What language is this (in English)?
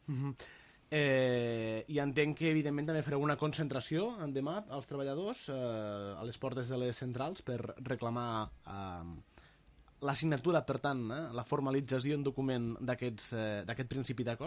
Catalan